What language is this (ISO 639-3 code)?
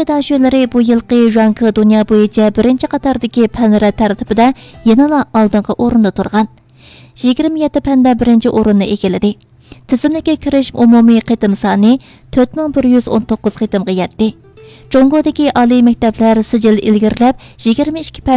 uig